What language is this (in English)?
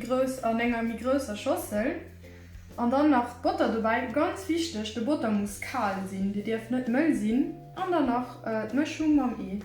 Luxembourgish